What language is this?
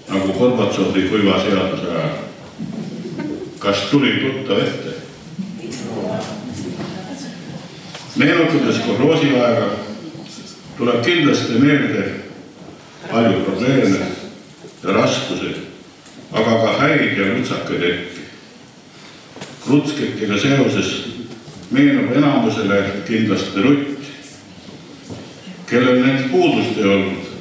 Estonian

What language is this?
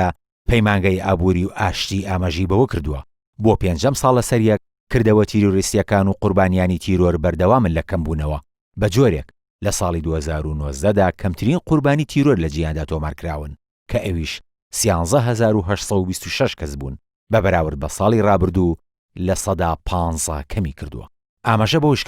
Central Kurdish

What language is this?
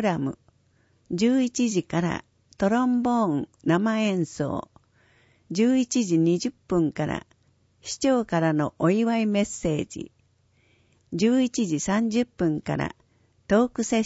Japanese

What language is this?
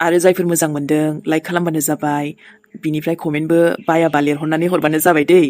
Bodo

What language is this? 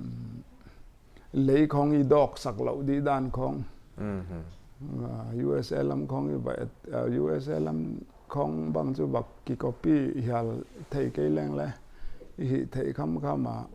Paite Chin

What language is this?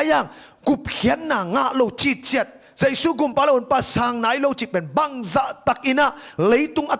Tedim Chin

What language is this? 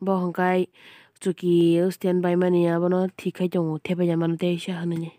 Kok Borok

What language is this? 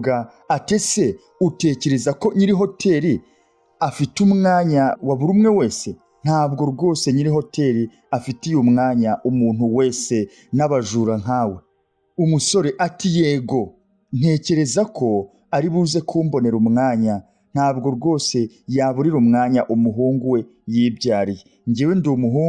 Kinyarwanda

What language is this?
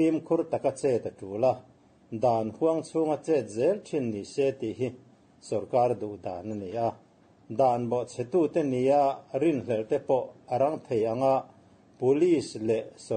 Mizo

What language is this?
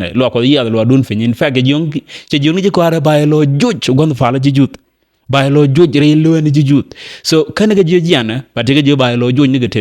Nuer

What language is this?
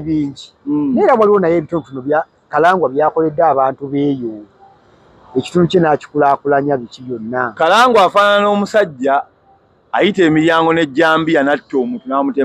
Ganda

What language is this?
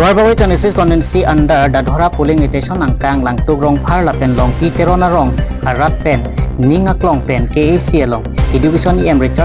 Karbi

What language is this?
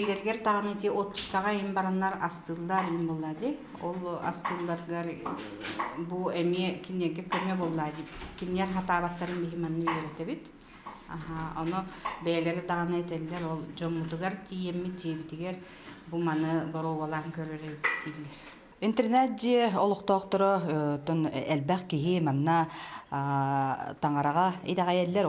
Yakut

